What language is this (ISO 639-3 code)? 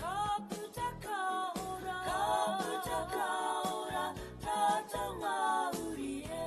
mri